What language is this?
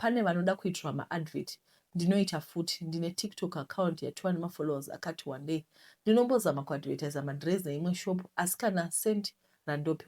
Shona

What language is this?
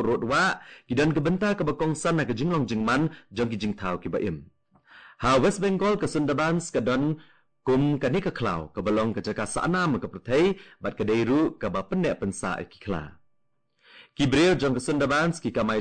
Khasi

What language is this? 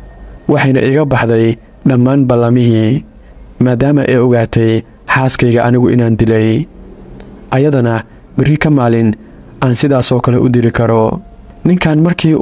Somali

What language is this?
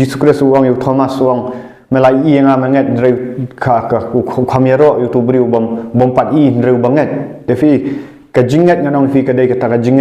Khasi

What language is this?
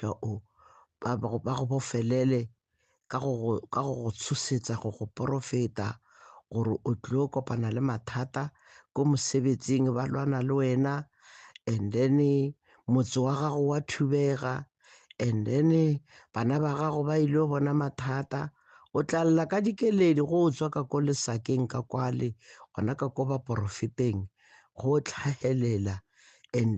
Northern Sotho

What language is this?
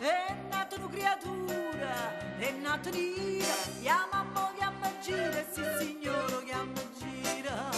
Neapolitan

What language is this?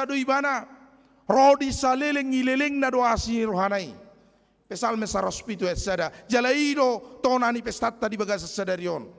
Batak Toba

